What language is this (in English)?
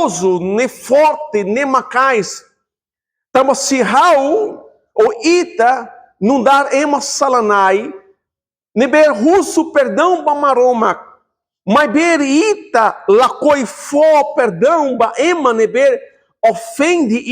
Tetum